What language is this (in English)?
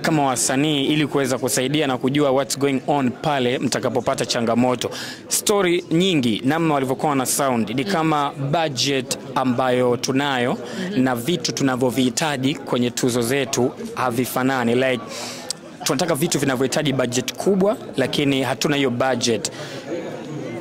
Swahili